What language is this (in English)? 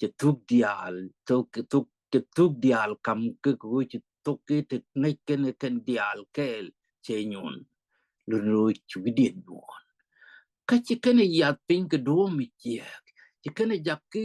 Nuer